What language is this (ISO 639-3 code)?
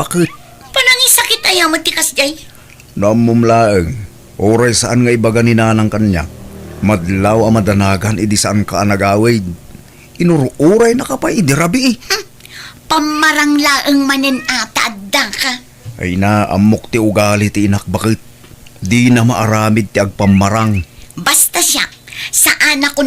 ilo